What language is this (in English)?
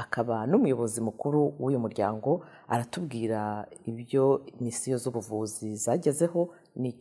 Kinyarwanda